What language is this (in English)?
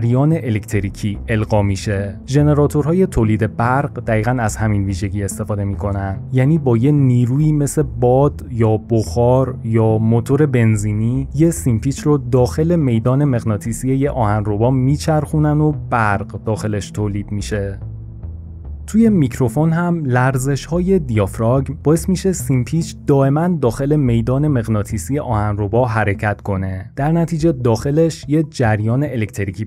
Persian